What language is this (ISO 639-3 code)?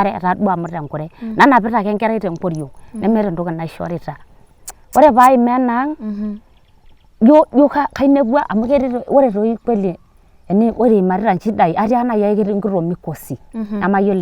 mas